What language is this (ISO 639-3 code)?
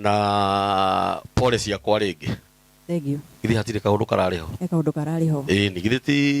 kik